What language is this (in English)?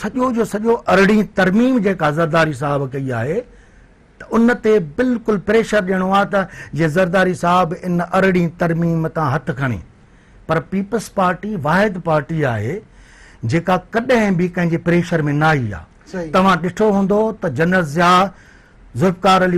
Sindhi